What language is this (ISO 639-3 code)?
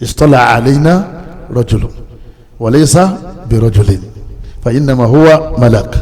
yor